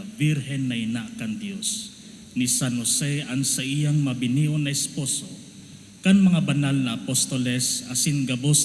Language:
Bikol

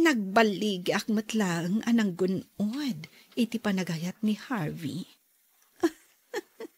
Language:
Iloko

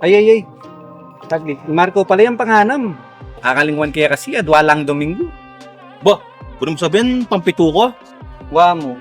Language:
Pampanga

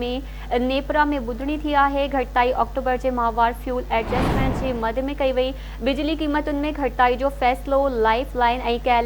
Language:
Sindhi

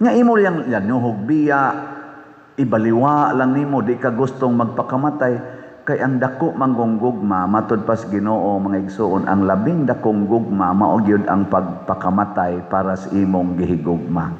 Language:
Cebuano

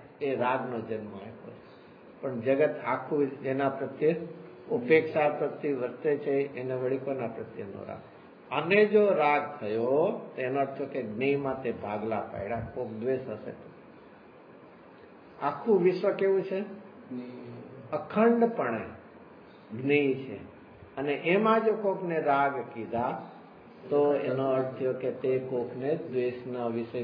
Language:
Gujarati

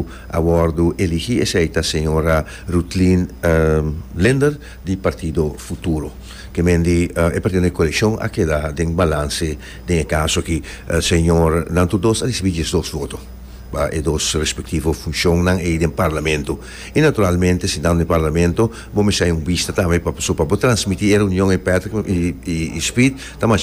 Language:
Papiamento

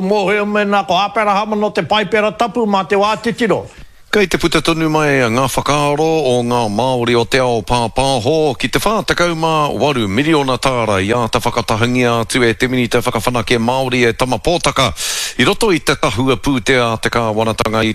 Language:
Māori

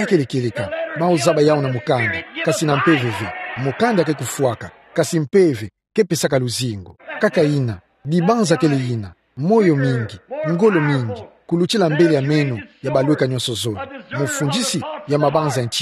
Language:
Kituba (Democratic Republic of Congo)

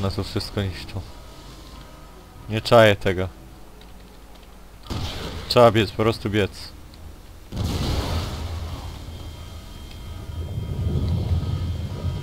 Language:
Polish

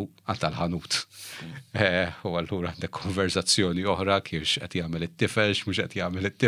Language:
Maltese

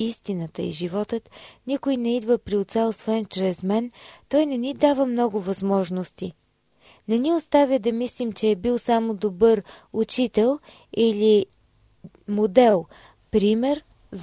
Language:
Bulgarian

